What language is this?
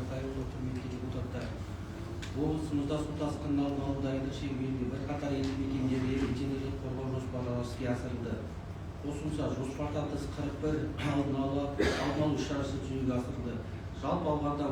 Kazakh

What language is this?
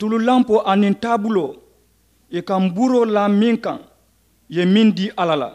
Mandingo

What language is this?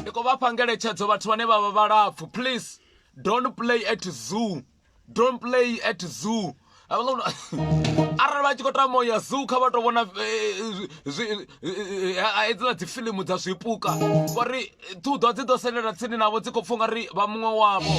Venda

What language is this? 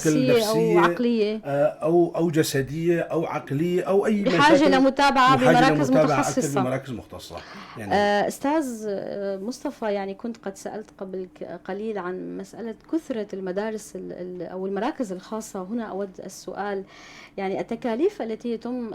North Levantine Arabic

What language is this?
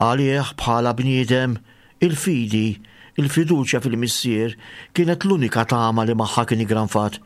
Maltese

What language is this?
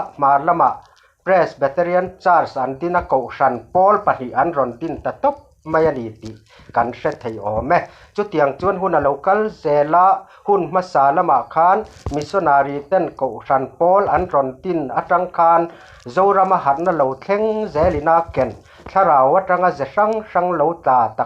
Mizo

